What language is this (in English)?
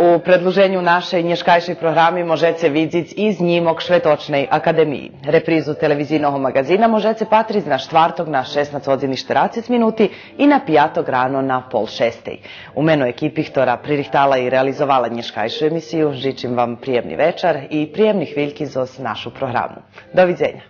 Rusyn